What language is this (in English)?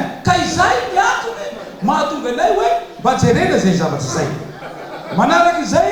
Malagasy